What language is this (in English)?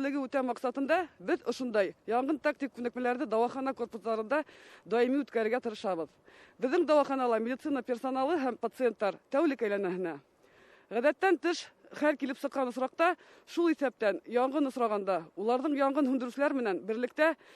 Bashkir